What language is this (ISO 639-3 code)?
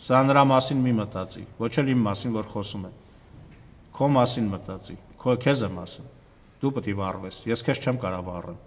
hye